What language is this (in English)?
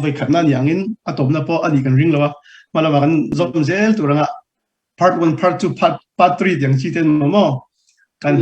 Hakha Chin